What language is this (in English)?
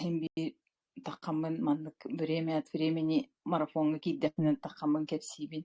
Yakut